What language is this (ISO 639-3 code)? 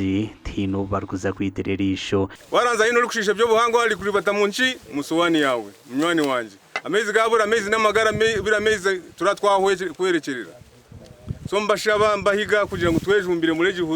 nyn